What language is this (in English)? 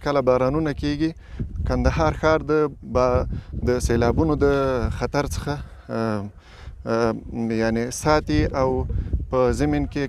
Pashto